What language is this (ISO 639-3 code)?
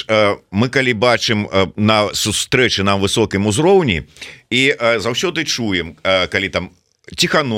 bel